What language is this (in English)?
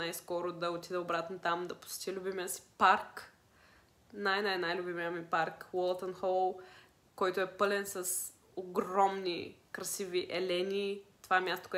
Bulgarian